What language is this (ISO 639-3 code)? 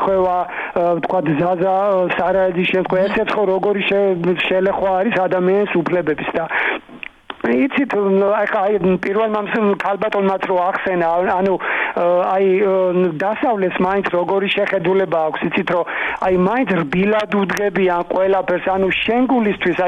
kat